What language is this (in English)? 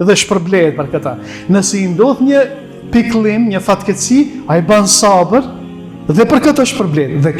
Albanian